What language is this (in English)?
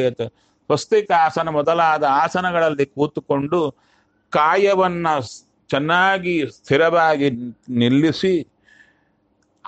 Kannada